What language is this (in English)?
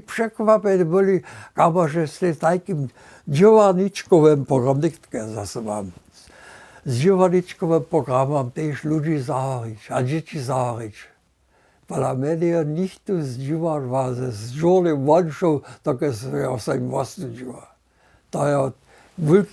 Upper Sorbian